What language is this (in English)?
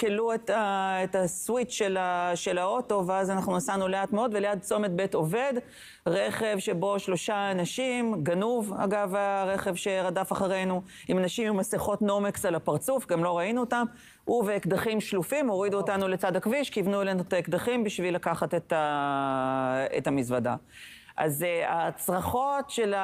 Hebrew